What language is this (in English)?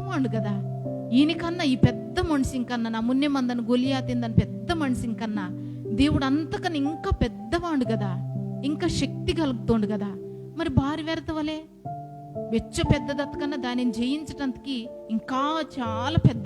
Koya